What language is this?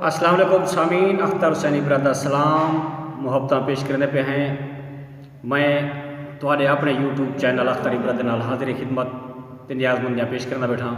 Saraiki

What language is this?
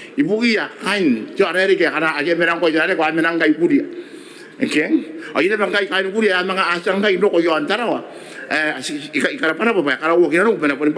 Gilbertese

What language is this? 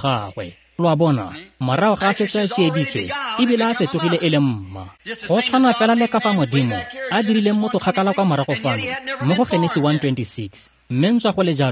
Tswana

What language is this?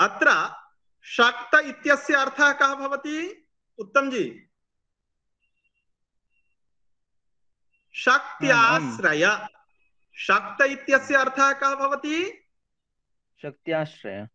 Sanskrit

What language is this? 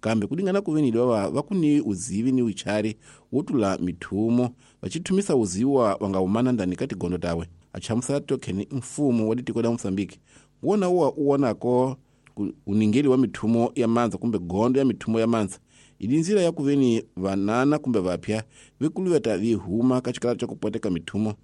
Tsonga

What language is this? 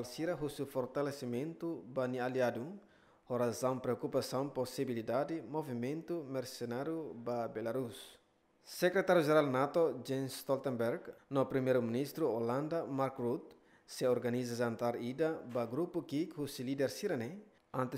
Tetum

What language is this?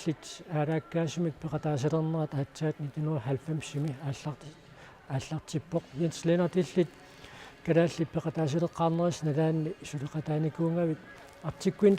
Kalaallisut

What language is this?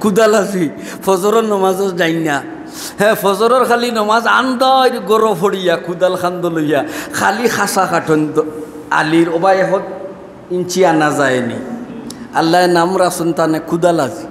Sylheti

